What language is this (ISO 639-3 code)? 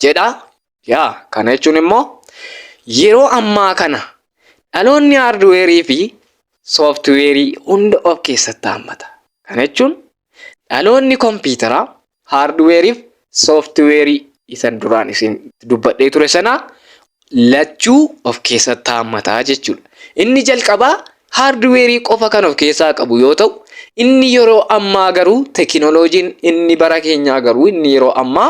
orm